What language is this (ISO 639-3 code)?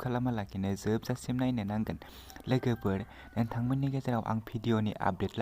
brx